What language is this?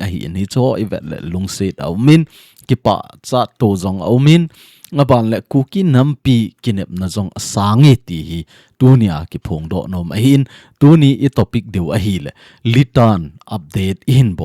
Thado Chin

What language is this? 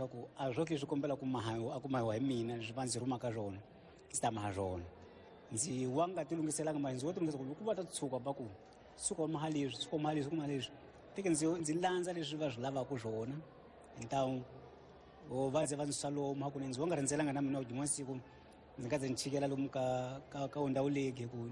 Tsonga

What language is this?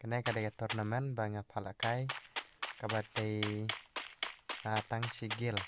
Khasi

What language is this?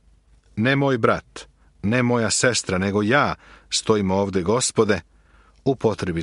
Serbian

